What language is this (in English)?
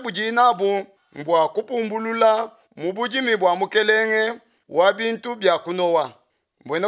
Luba-Lulua